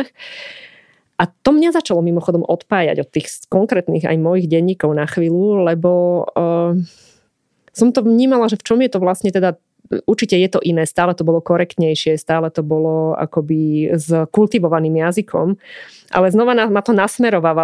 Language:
Slovak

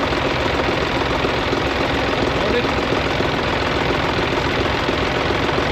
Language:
Finnish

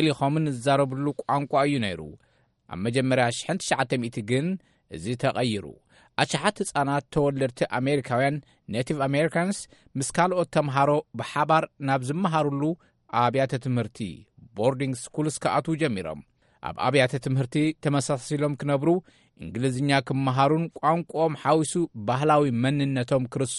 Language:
Tigrinya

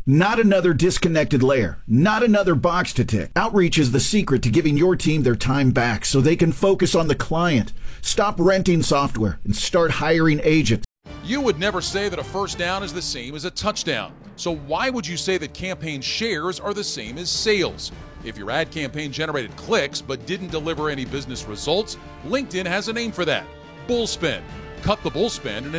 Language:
English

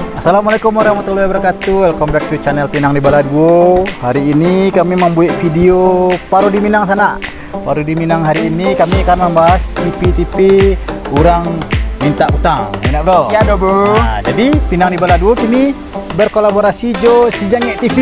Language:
Minangkabau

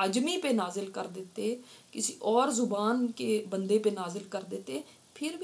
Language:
Urdu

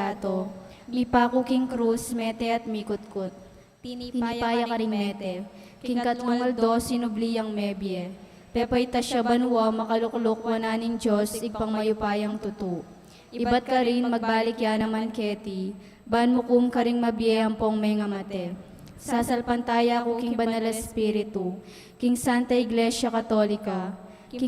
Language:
Pampanga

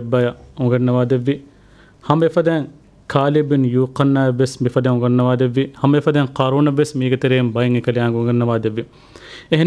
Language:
Divehi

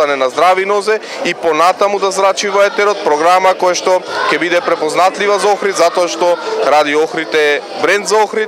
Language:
Macedonian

